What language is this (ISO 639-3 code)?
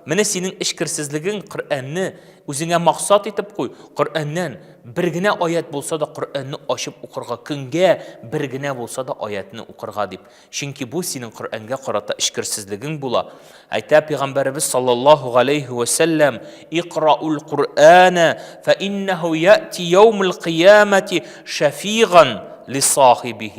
tat